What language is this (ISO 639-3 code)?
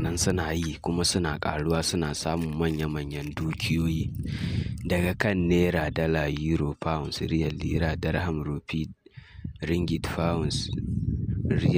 hau